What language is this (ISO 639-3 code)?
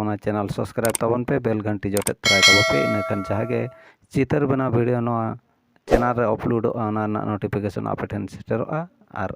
sat